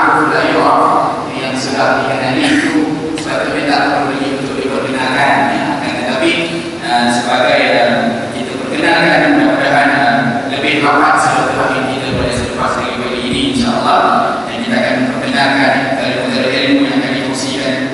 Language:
Malay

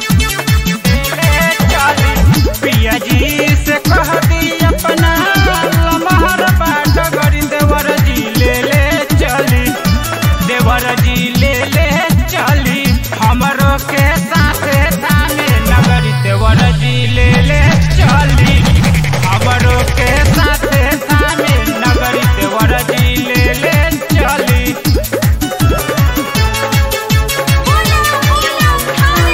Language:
Bhojpuri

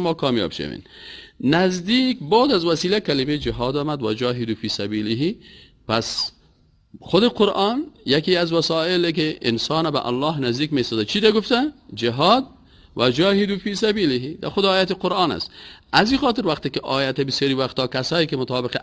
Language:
Persian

